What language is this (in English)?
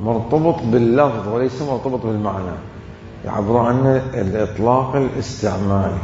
Mesopotamian Arabic